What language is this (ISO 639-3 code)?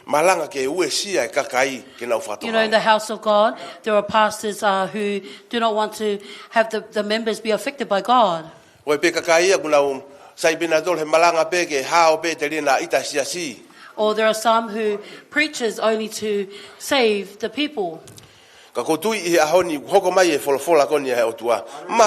ton